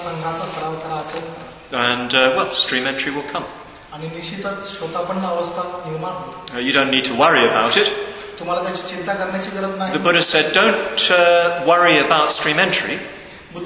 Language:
Marathi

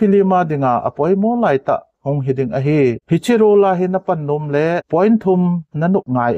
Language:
Thado Chin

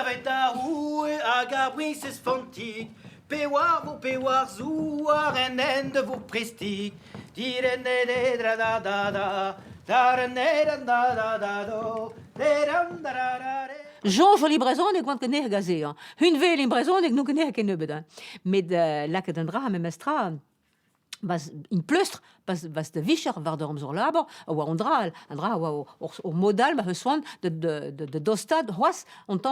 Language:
Breton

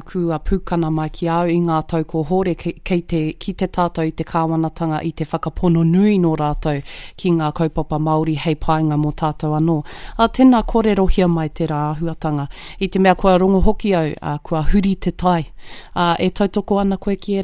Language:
Māori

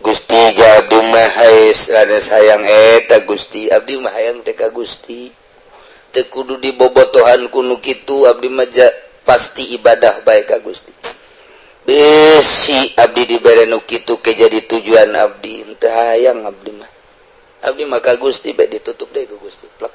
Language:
Sundanese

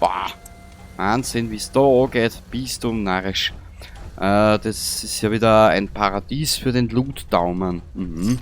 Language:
Bavarian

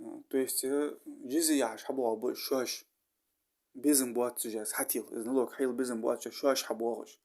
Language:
Ingush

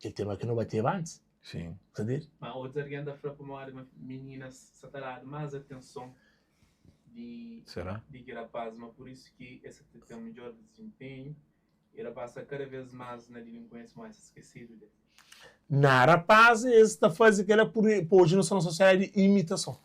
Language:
Kabuverdianu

